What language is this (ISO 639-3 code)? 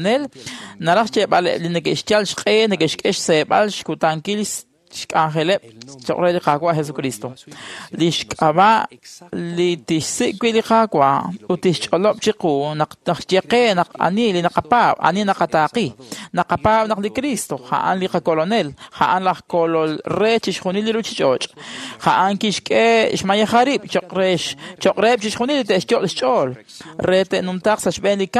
kek